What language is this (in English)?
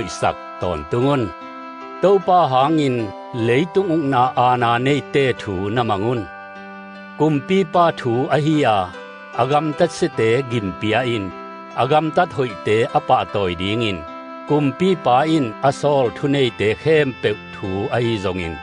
Tedim Chin